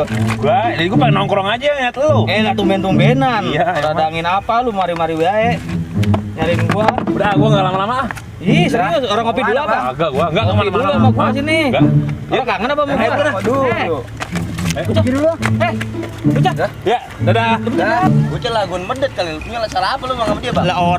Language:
Betawi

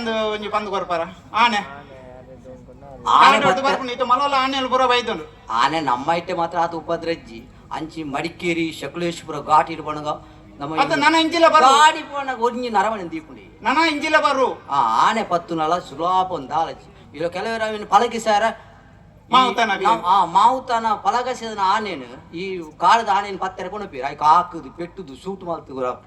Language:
Tulu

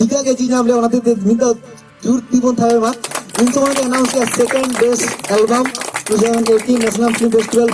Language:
Santali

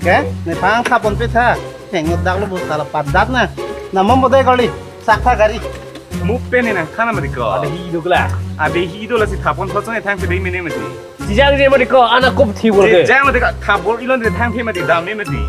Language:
Karbi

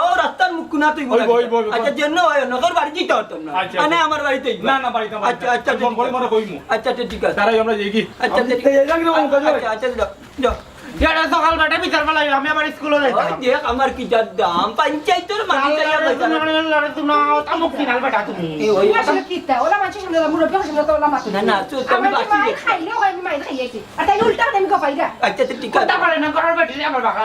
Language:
Sylheti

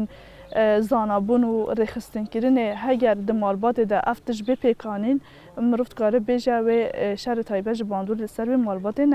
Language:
Kurdish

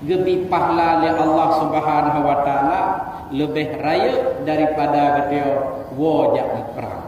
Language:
Achinese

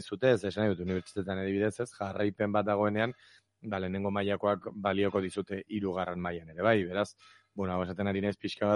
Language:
Basque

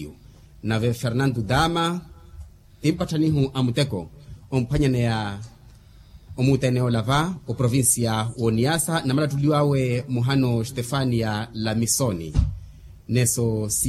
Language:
Makhuwa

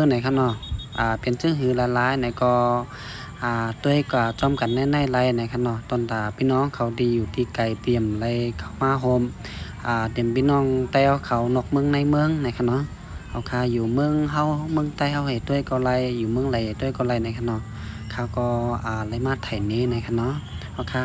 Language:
Shan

